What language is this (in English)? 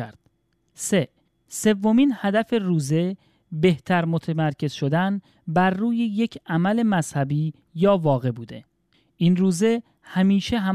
Persian